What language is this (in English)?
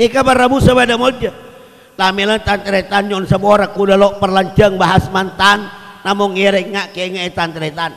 Madurese